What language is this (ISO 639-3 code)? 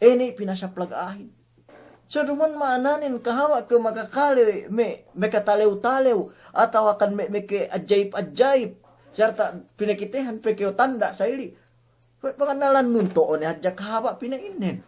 yka